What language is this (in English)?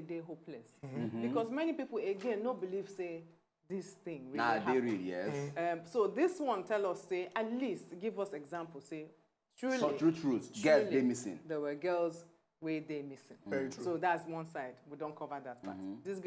Nigerian Pidgin